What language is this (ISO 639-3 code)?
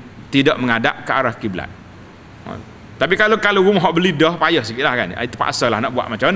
msa